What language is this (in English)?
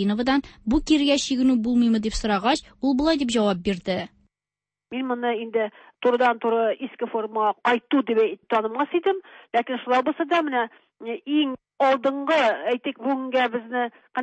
Tatar